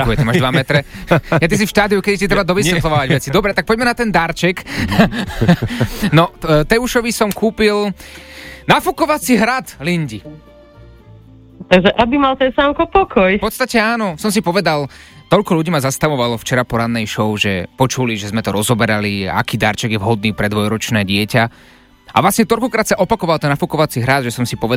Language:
Slovak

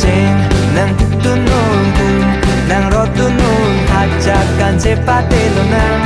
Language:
Karbi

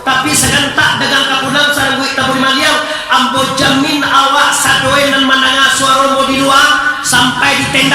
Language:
Minangkabau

